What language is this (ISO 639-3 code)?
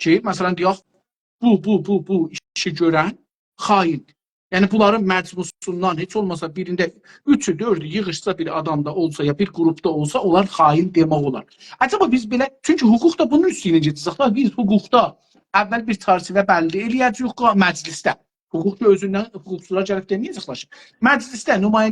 azb